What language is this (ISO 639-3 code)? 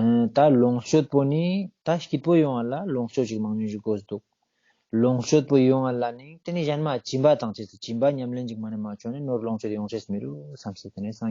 lbj